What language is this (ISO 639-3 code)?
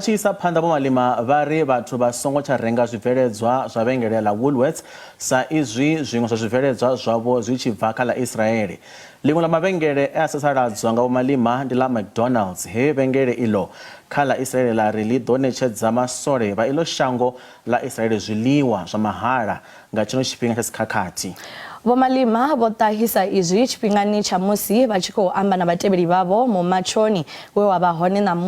ven